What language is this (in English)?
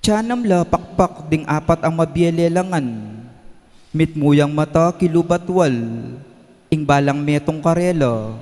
Pampanga